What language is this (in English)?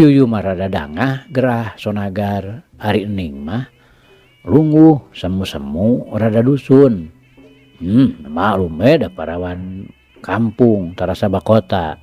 Sundanese